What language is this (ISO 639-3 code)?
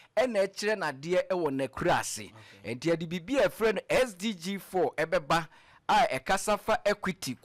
aka